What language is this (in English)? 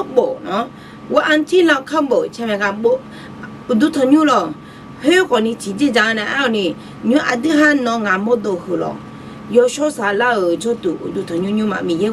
Akha